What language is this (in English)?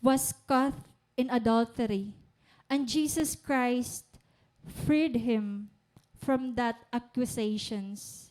Waray